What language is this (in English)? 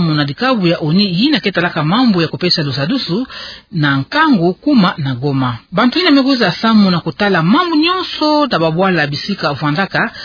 Kituba (Democratic Republic of Congo)